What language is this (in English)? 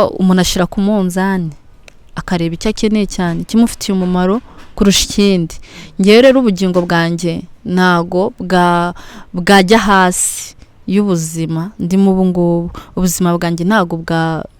Kinyarwanda